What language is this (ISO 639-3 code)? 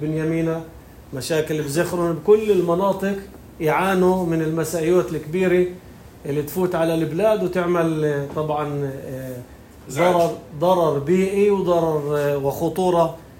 apc